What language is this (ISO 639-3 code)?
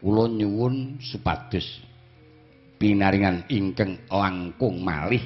jav